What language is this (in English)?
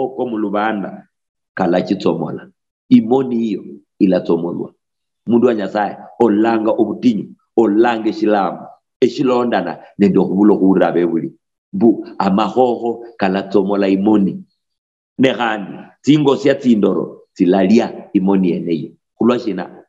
Luyia